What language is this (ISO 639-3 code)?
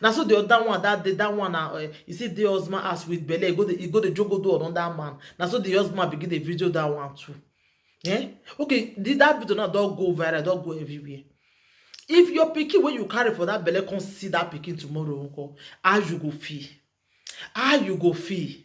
pcm